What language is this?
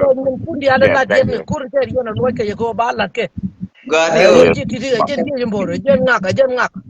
Nuer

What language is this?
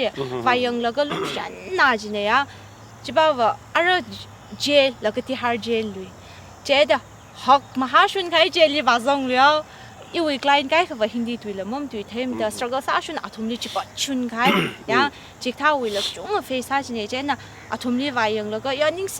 Tangkhul Naga (India)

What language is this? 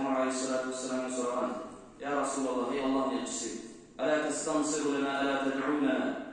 Kumyk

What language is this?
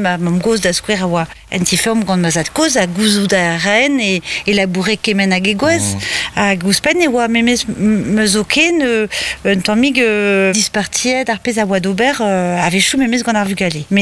Breton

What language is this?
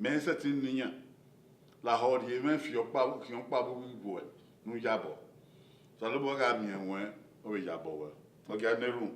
Bini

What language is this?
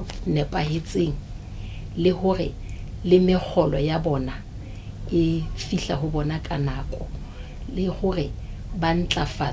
Southern Sotho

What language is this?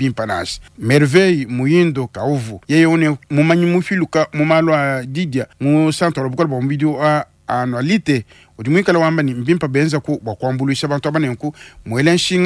Luba-Lulua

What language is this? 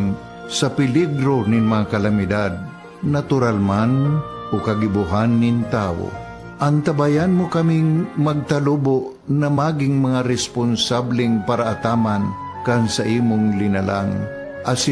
Bikol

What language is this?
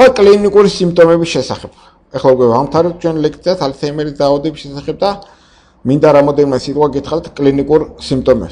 Georgian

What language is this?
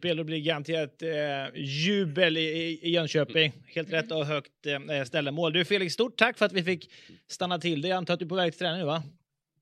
Swedish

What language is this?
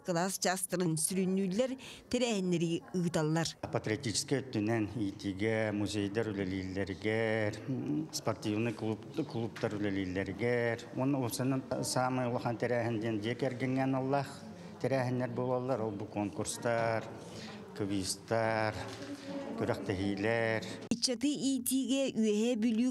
Yakut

